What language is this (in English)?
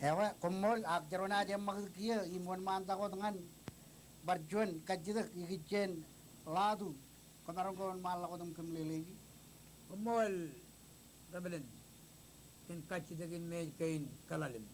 Marshallese